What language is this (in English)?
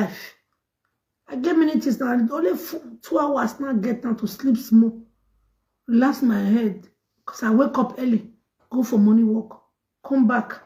Nigerian Pidgin